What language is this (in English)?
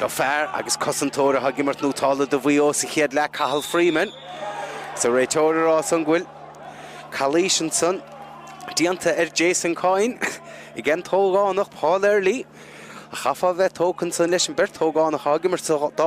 Irish